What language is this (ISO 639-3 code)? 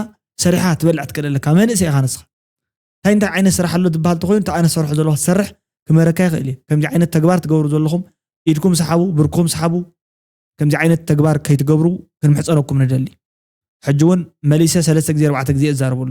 tir